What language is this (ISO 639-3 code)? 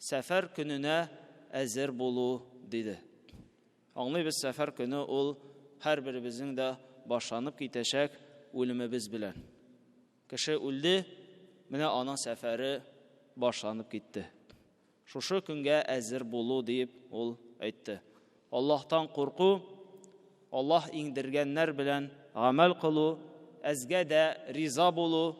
tat